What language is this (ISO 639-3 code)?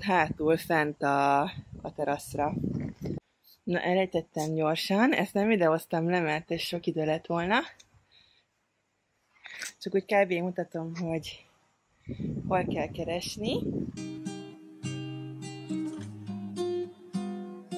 hun